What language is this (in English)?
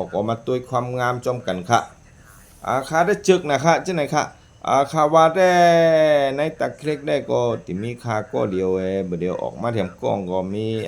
Shan